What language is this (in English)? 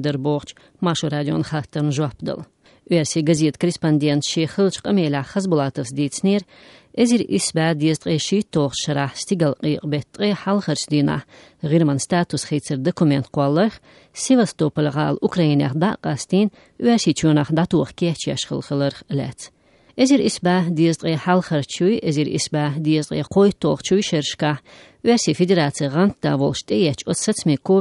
Chechen